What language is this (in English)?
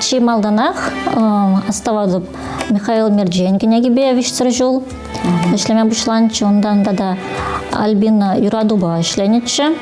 Chuvash